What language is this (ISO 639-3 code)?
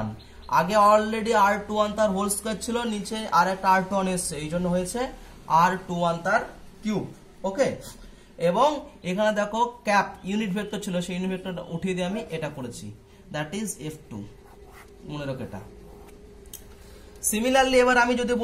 ben